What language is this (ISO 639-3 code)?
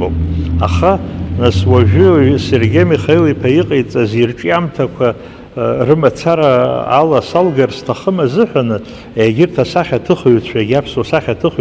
abk